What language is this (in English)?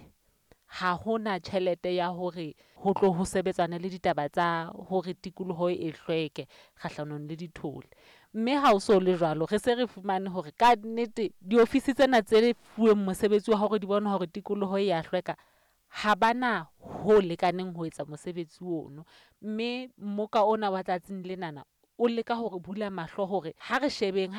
Southern Sotho